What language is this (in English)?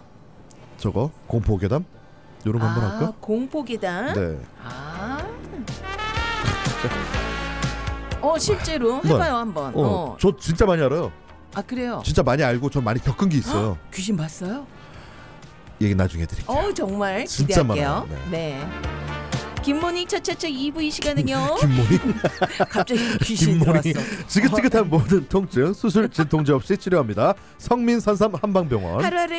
Korean